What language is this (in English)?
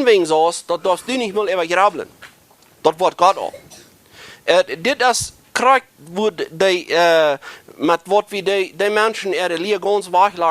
Plautdietsch